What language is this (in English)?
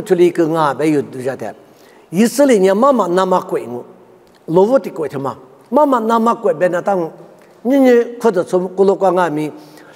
Lisu